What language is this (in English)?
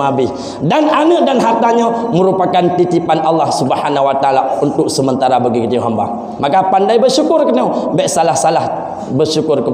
Achinese